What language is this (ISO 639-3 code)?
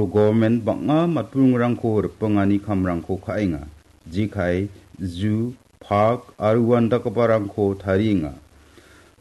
grt